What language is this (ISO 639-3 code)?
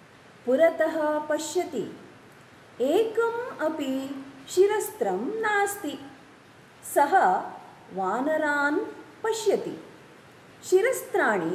san